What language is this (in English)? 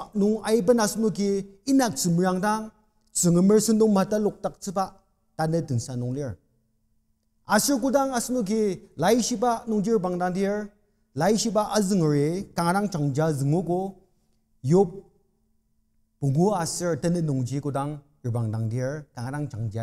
Ao Naga